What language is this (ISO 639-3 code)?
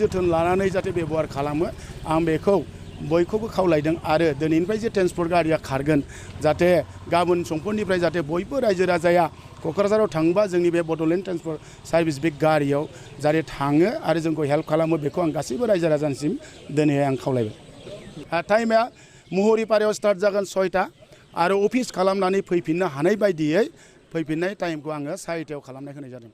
brx